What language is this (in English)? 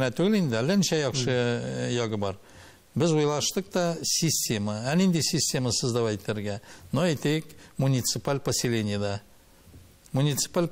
Tatar